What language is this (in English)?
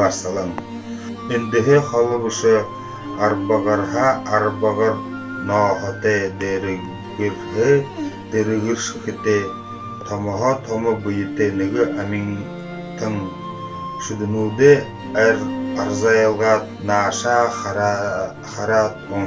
Buriat